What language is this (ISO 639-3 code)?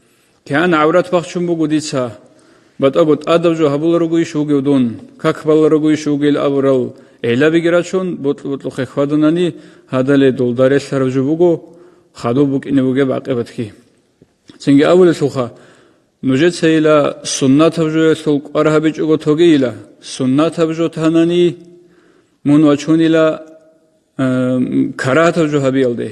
ava